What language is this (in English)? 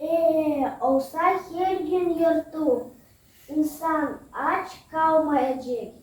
Gagauz